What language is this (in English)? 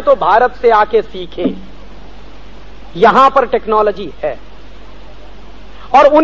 Hindi